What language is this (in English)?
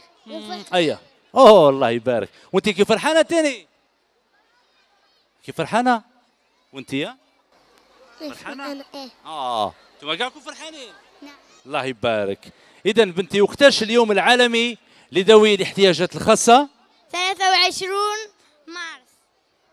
Algerian Arabic